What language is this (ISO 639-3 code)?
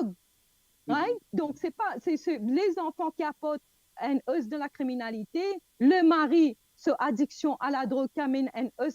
mfe